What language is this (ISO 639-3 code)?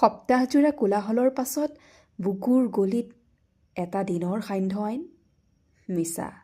asm